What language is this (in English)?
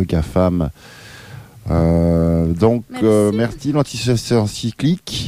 French